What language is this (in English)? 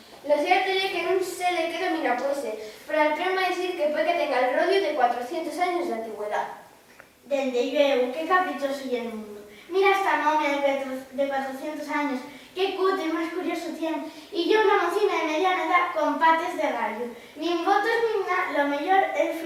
Asturian